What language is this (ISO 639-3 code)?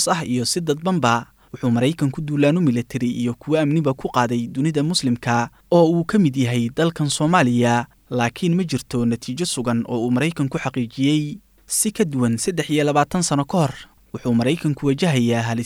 som